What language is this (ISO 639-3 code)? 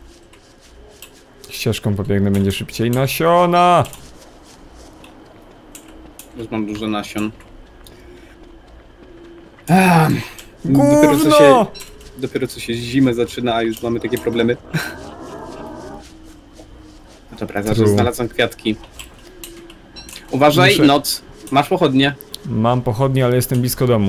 pol